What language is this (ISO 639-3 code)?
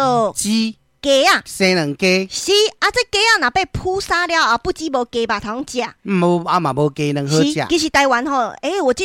nan